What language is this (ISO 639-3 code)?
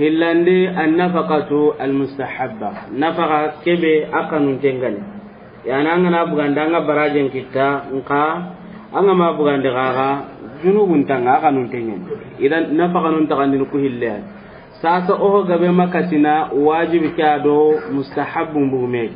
snk